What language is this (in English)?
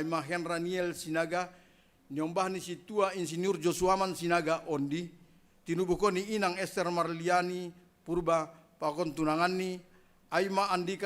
Batak Simalungun